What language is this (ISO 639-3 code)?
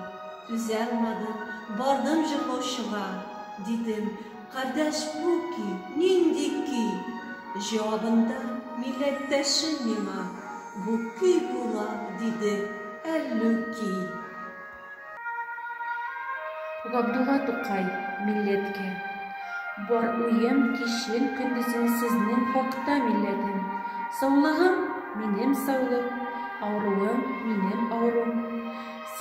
tat